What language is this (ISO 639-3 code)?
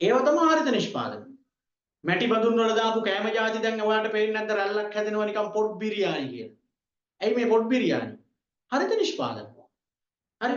sin